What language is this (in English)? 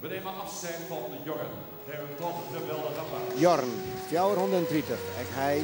Western Frisian